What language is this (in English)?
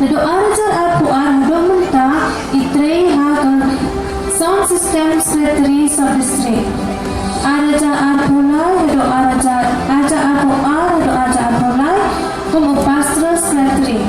Khasi